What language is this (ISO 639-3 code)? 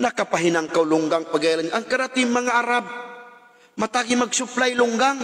tsg